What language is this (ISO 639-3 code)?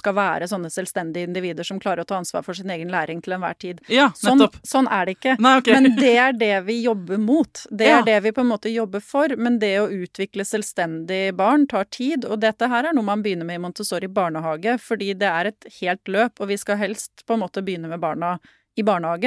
nor